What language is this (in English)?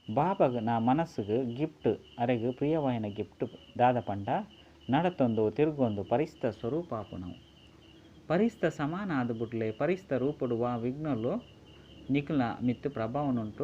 Tulu